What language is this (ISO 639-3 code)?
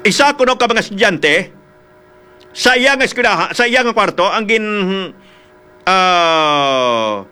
hil